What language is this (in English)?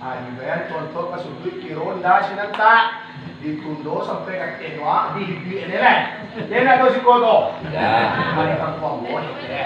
Minangkabau